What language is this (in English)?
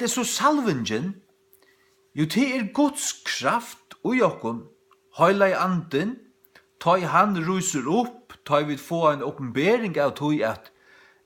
Faroese